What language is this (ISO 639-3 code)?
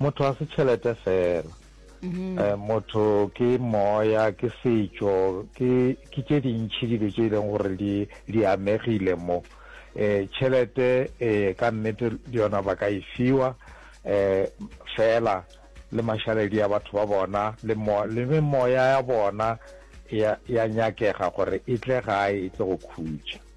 nso